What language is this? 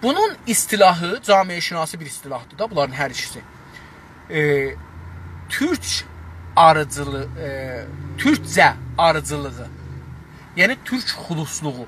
South Azerbaijani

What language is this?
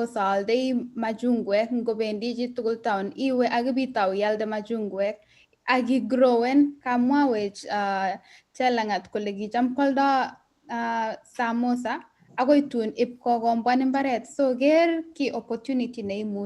Kalenjin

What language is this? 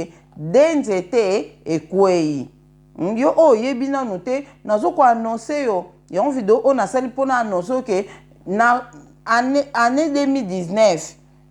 Lingala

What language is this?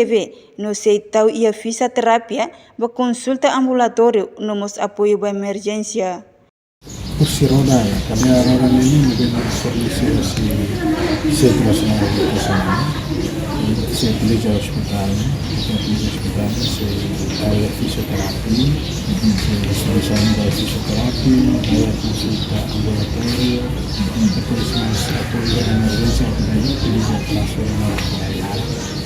Tetum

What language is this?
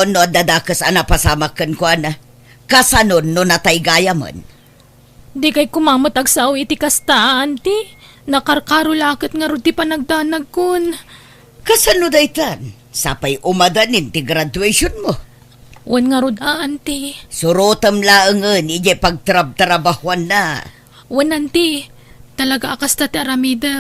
Iloko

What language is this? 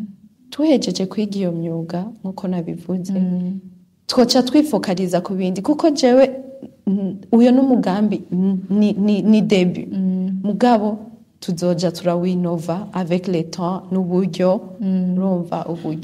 Rundi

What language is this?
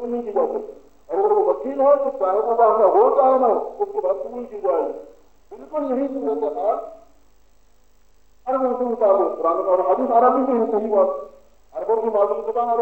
Urdu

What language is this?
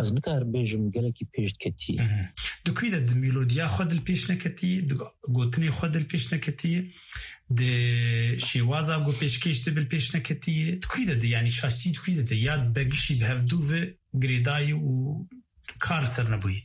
Kurdish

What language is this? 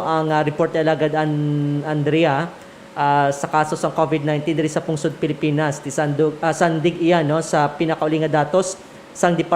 Hiligaynon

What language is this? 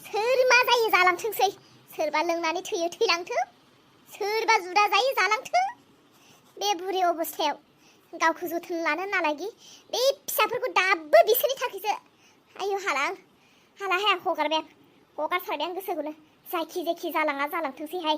Bodo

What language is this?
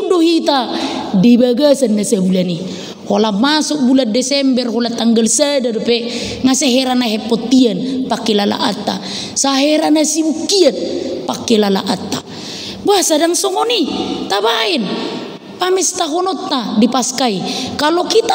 Batak Toba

